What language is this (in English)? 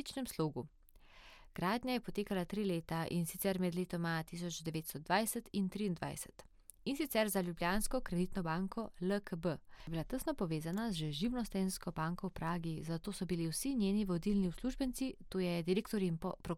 Slovenian